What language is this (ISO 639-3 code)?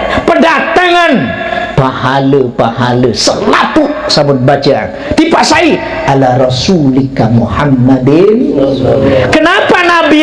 sas